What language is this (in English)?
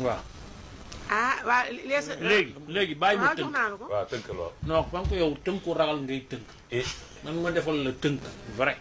Wolof